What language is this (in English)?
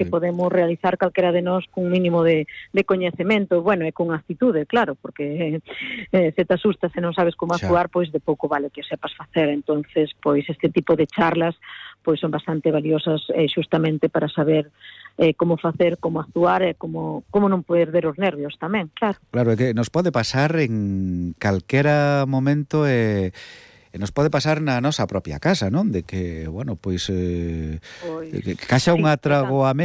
Galician